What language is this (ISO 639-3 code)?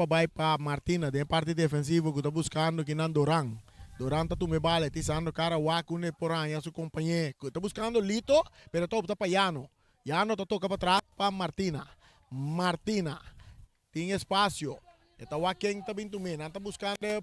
pap